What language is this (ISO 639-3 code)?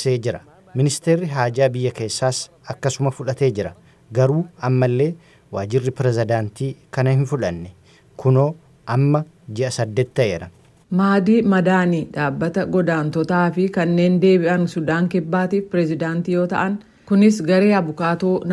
orm